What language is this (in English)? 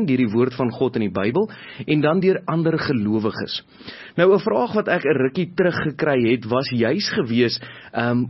Afrikaans